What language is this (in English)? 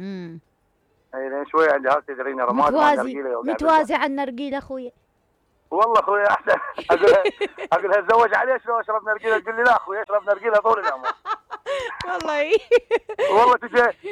Mesopotamian Arabic